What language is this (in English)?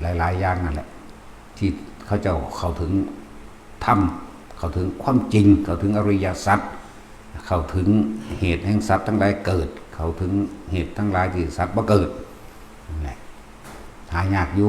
Northeastern Thai